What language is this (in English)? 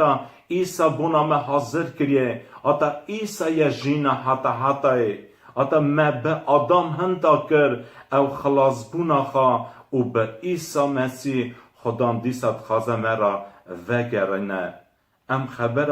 Kurdish